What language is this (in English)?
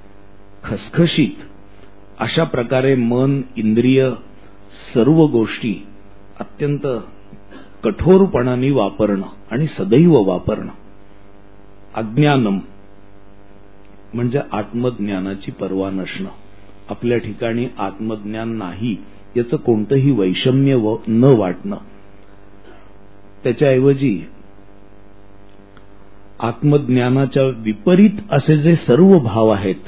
Marathi